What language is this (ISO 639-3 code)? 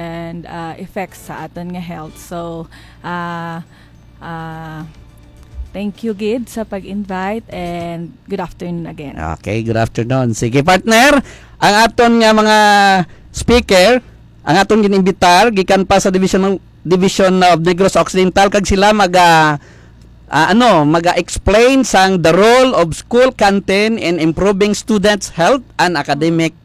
hil